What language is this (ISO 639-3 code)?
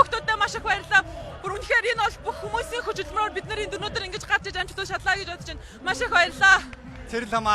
mon